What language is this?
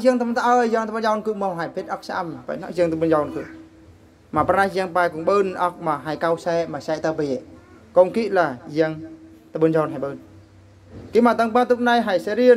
Eastern Bru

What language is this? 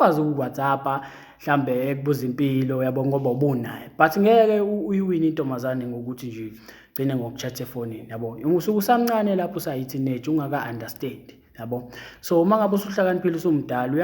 Zulu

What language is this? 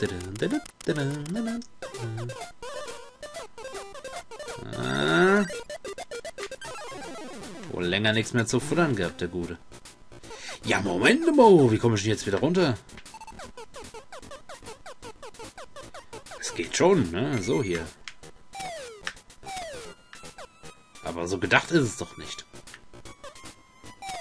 German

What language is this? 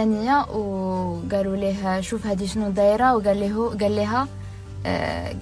Moroccan Arabic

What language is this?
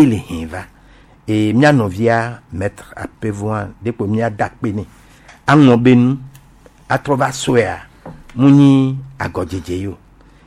Gen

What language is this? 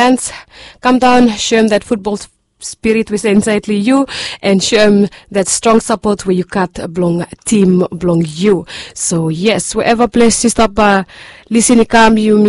Bislama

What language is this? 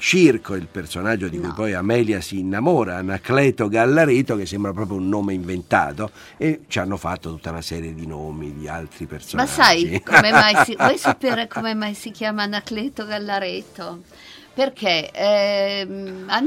Italian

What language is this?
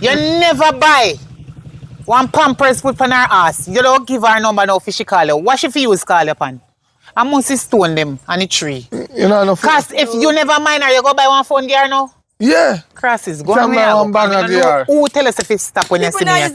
Jamaican Creole English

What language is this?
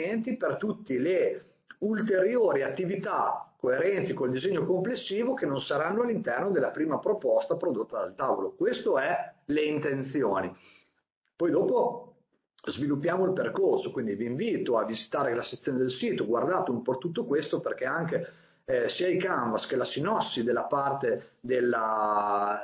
Italian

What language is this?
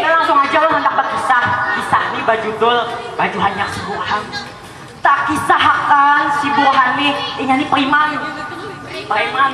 Banjar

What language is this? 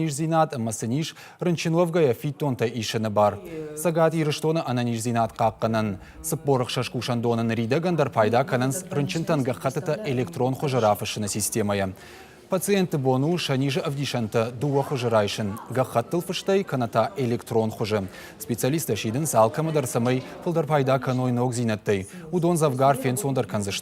Ossetic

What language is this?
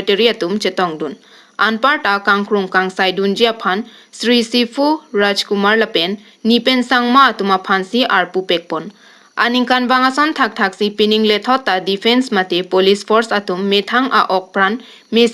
Karbi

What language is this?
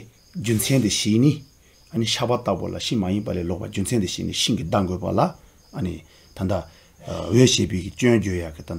Tibetan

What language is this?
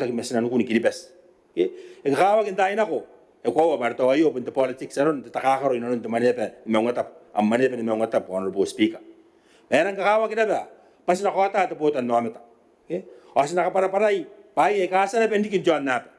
Gilbertese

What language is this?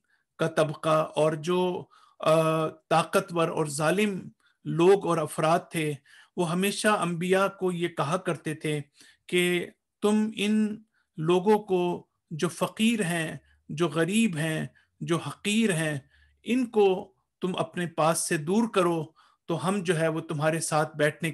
Urdu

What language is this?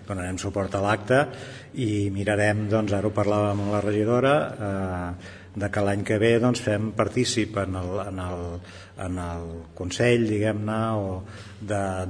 Catalan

